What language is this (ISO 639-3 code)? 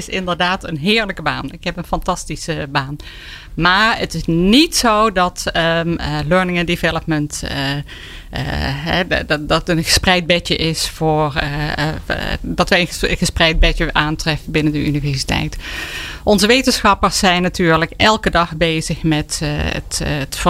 nld